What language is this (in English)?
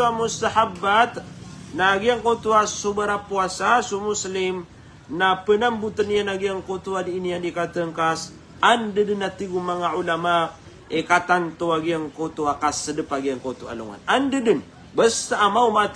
Maranao